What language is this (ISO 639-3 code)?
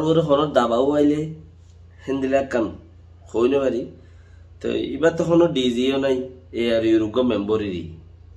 rhg